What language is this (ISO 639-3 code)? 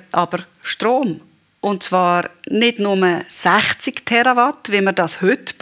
gsw